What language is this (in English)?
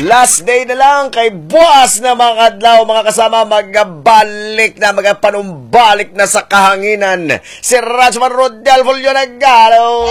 Hiligaynon